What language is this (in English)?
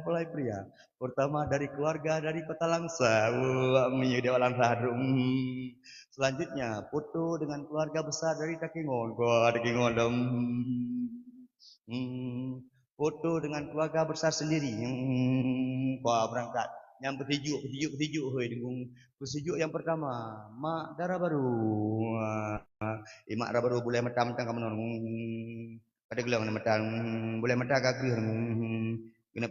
Achinese